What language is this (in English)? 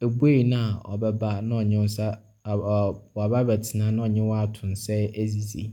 Akan